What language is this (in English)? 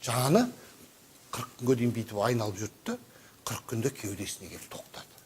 Kazakh